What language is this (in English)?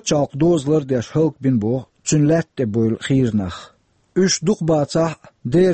Chechen